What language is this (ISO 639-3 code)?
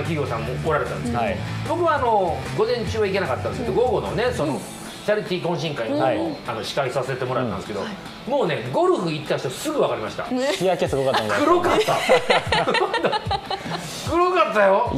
jpn